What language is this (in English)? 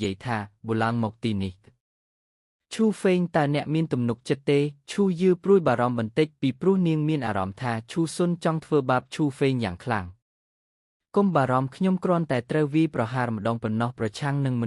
Khmer